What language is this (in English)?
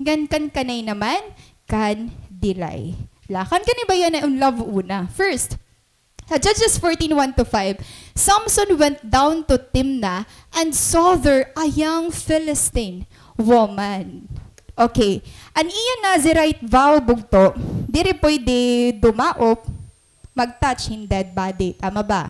Waray